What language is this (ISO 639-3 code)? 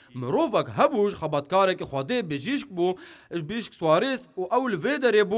kur